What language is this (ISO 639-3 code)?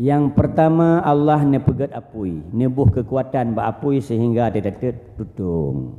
ace